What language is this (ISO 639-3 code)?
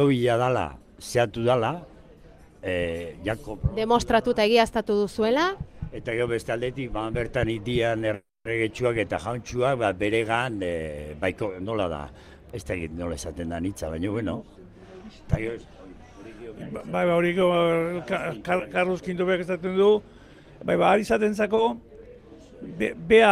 eus